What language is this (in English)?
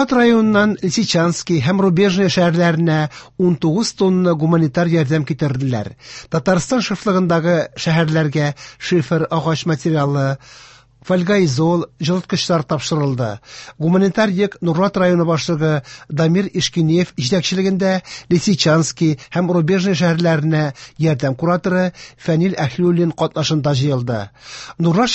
Tatar